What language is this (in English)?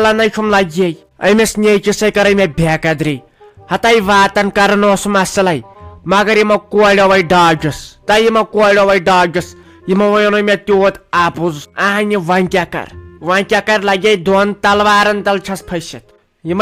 Kashmiri